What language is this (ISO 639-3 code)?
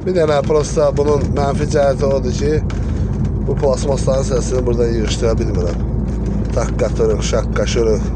aze